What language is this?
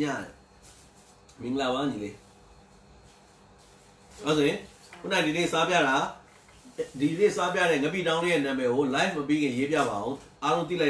Burmese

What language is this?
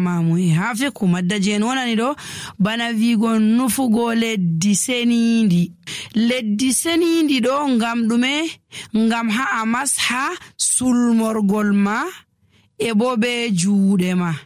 Nigerian Fulfulde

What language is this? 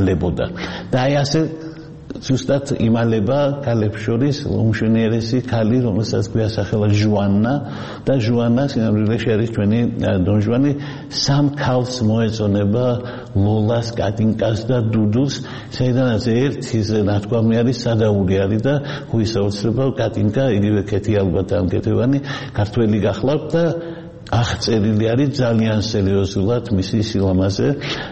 Georgian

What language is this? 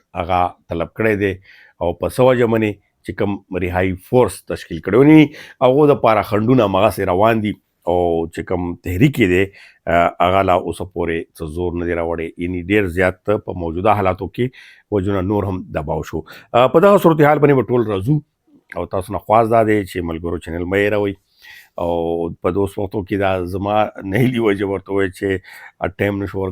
Pashto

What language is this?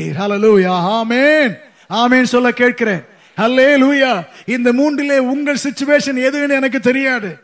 Tamil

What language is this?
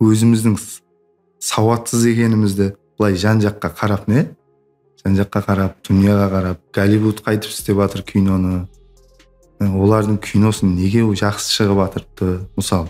Kara-Kalpak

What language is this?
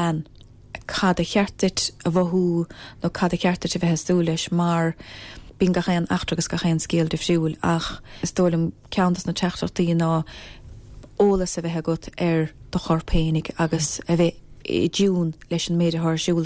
Irish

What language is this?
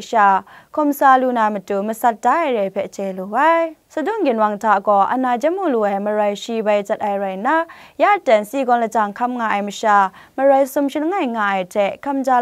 Kachin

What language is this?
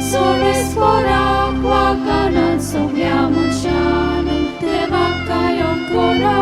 Konkani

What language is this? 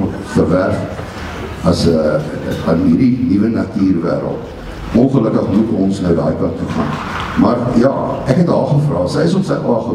Afrikaans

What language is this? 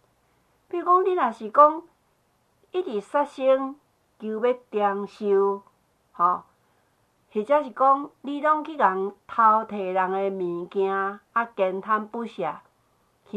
Min Nan Chinese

